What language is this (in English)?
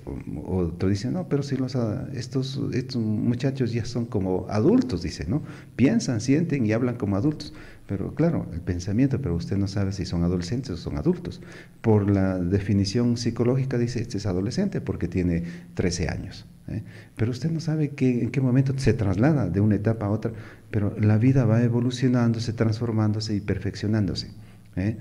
Spanish